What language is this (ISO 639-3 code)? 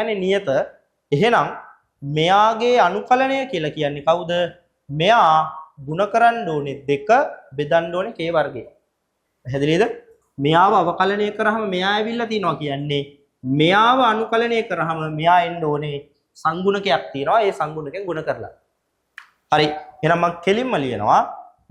sin